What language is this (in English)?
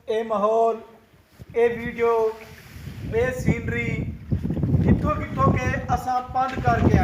Saraiki